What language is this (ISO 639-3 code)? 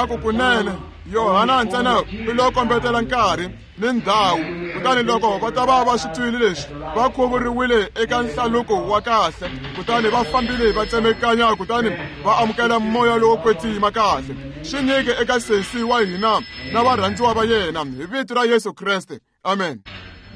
tso